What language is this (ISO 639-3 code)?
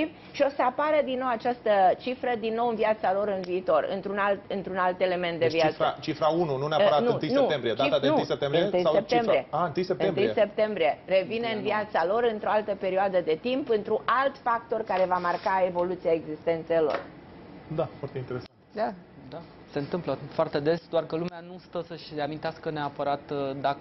ron